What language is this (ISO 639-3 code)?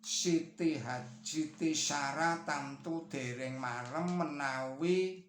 jav